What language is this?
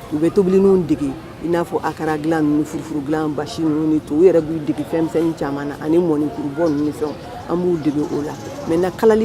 Bambara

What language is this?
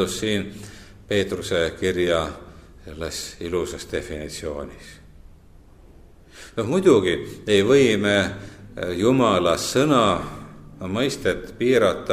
Estonian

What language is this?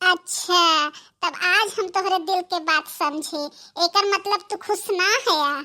Bhojpuri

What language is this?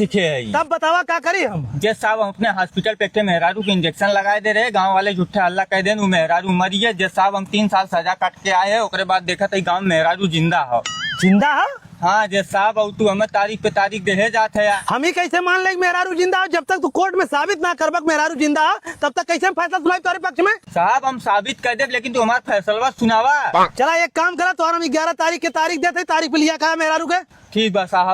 Awadhi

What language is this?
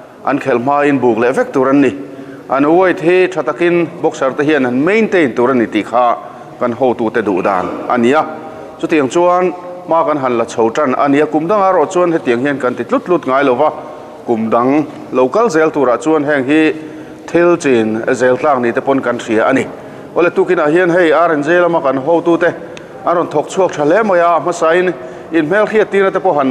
Mizo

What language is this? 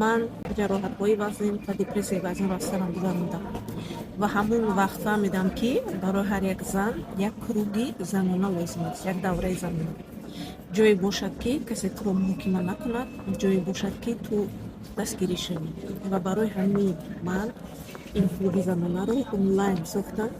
Tajik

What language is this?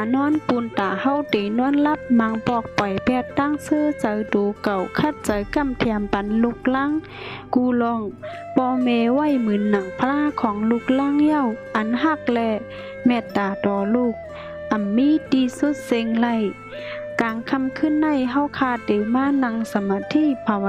Shan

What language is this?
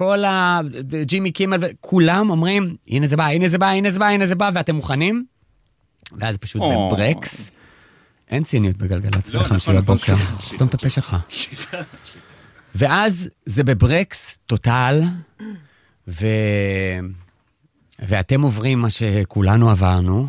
Hebrew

